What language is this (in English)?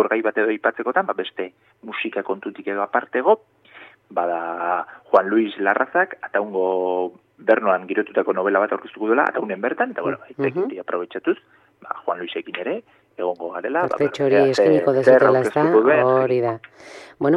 Basque